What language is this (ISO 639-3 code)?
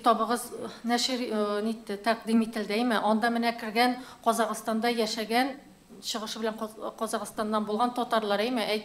tat